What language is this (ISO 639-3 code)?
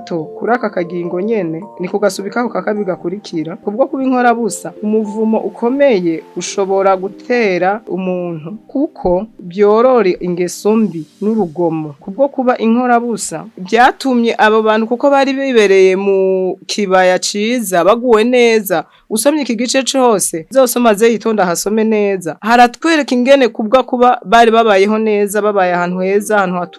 run